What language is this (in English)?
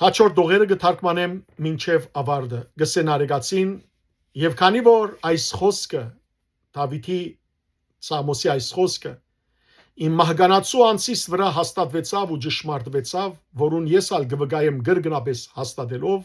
Western Armenian